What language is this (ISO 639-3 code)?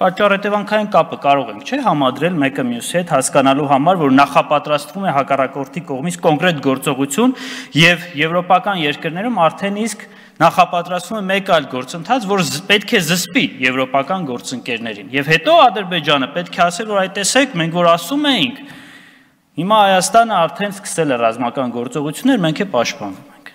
hye